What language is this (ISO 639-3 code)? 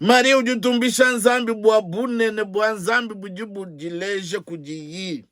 lua